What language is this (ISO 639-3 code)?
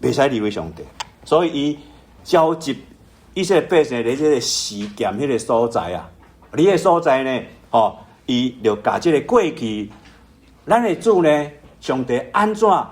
nan